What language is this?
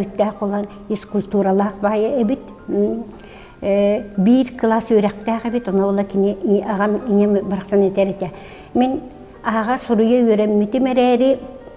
Yakut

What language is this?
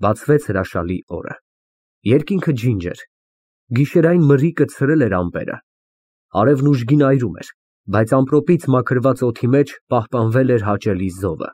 Armenian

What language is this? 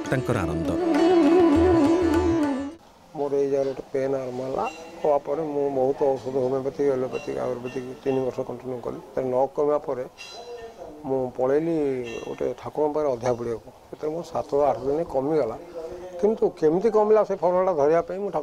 Odia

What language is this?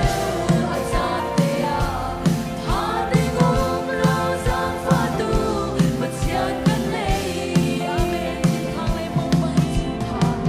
Falam Chin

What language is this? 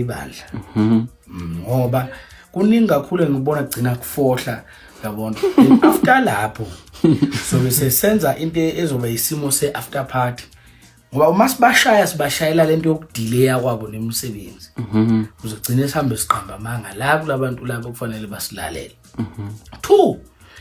Zulu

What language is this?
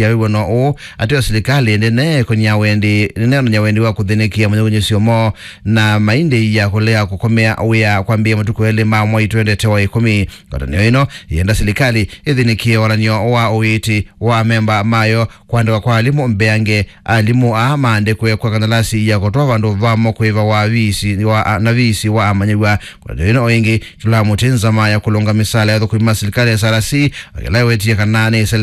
Kamba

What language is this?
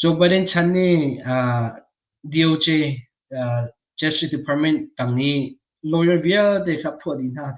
Hakha Chin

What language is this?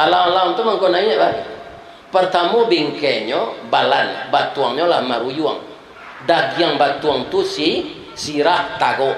Minangkabau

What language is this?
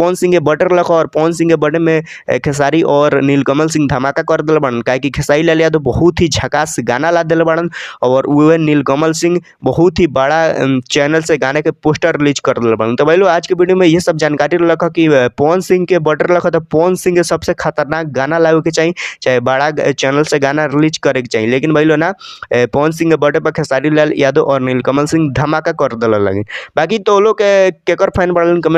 Bhojpuri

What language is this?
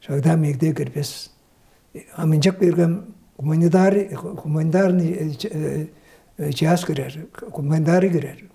Tuvinian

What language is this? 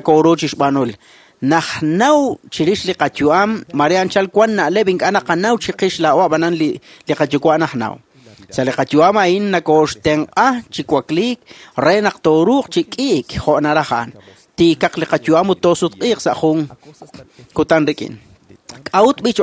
Kekchí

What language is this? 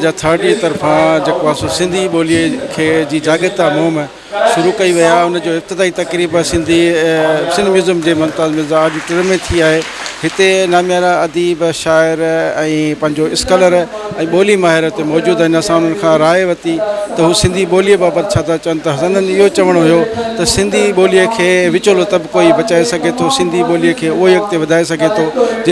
Sindhi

